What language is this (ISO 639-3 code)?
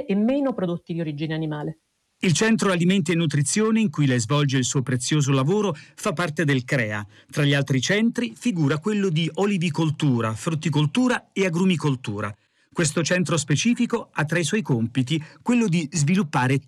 ita